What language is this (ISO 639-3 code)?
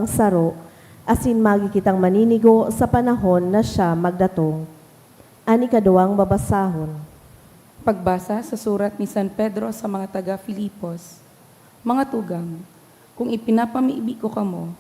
bik